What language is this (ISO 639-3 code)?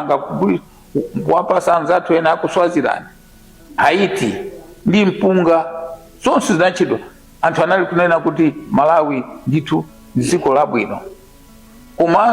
nya